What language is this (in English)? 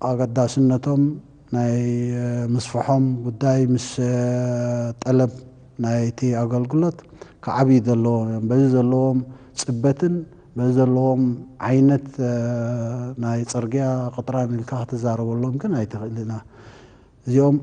Tigrinya